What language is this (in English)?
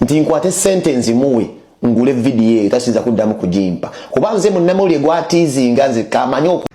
Ganda